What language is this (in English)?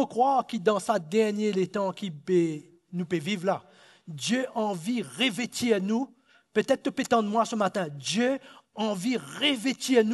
Morisyen